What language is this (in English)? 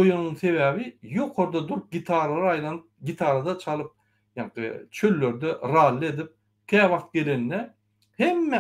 Turkmen